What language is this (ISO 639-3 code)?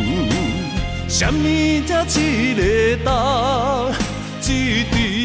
nan